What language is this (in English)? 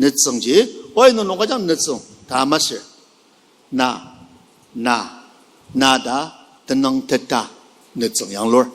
Ao Naga